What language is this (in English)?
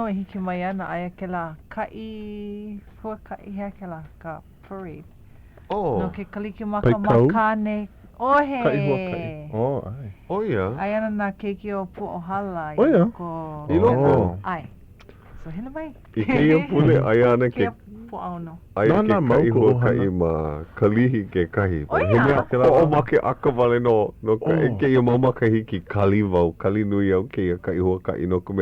Hawaiian